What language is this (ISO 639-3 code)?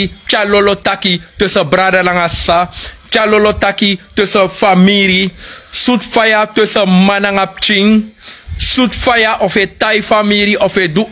srn